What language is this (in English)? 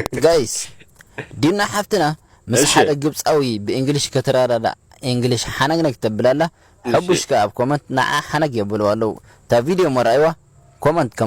Tigrinya